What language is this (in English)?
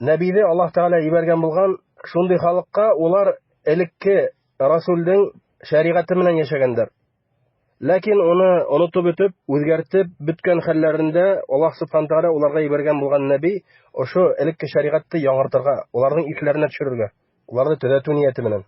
Bashkir